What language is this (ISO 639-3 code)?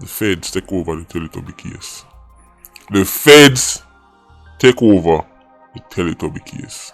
jam